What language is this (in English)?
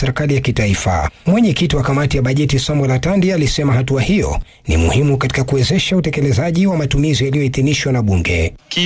Swahili